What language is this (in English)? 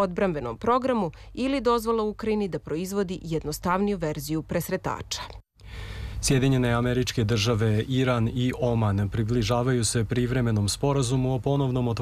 Serbian